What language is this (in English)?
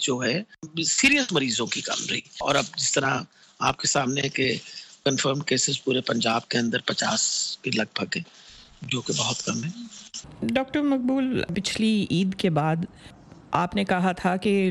Urdu